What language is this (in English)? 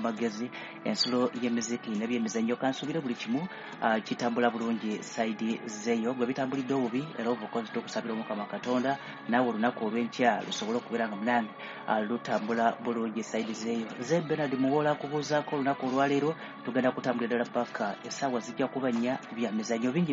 Ganda